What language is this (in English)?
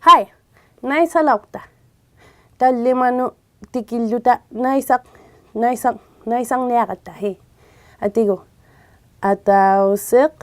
Inuktitut